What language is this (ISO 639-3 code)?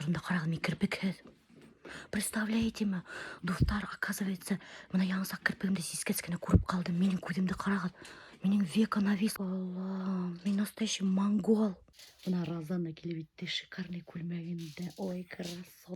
bak